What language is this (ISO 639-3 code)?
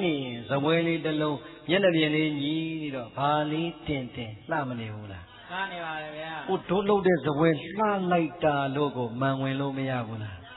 mya